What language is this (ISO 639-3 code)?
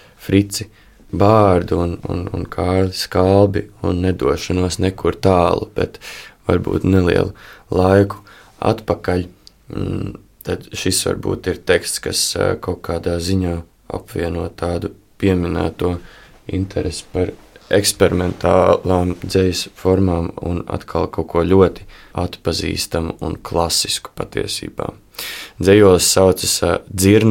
lav